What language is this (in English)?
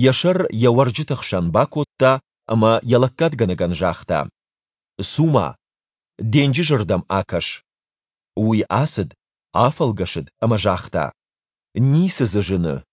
Ossetic